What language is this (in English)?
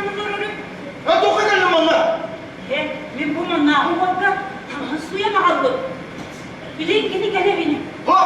Yakut